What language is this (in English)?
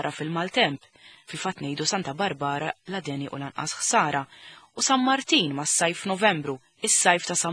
Maltese